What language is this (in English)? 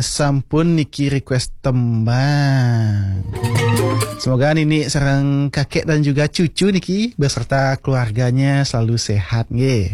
Balinese